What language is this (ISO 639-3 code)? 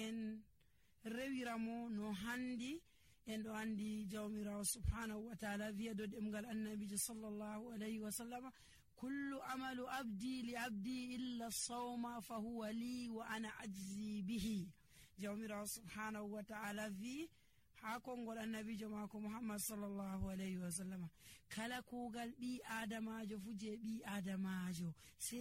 fuv